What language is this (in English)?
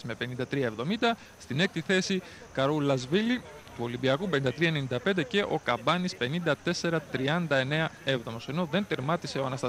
Greek